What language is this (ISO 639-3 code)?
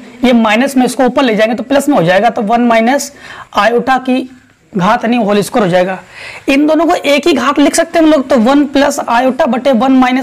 hin